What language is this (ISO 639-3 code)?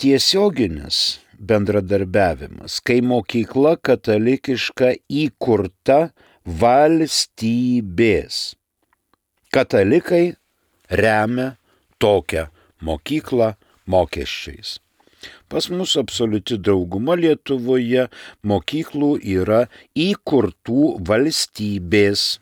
lit